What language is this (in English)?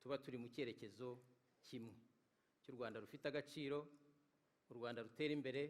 Kinyarwanda